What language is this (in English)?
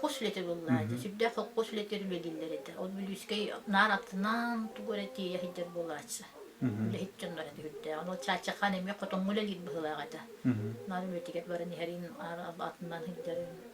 Yakut